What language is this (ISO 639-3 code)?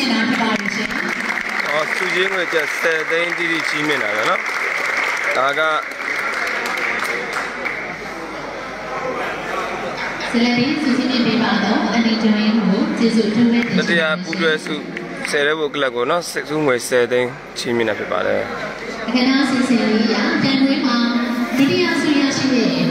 mya